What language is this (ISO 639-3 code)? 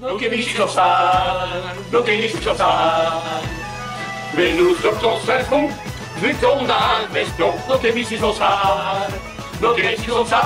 pcd